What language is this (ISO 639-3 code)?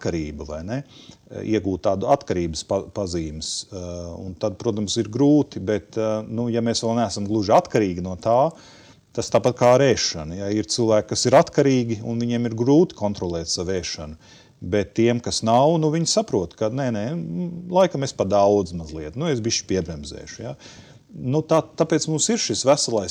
lav